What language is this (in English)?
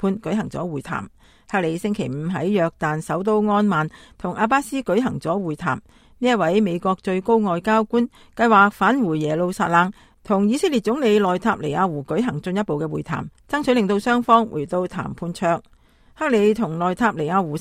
Cantonese